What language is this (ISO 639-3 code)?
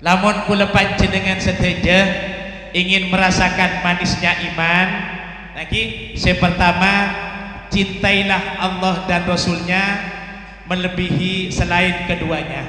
mad